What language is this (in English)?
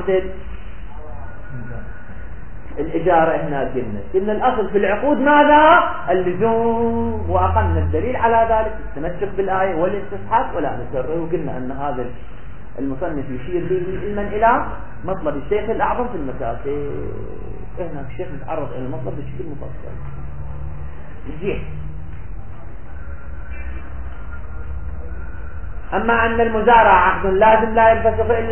Arabic